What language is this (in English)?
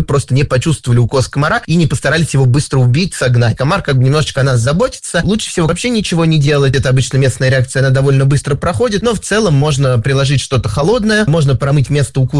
Russian